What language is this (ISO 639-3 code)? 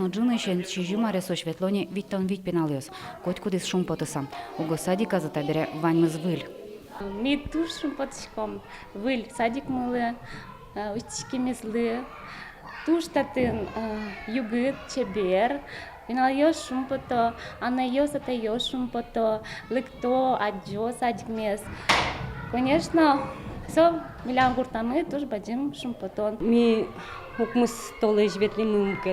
udm